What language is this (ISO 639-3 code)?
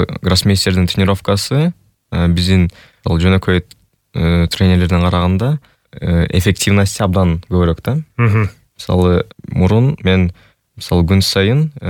kir